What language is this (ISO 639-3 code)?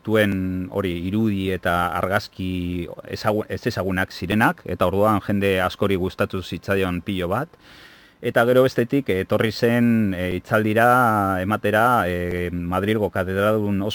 eus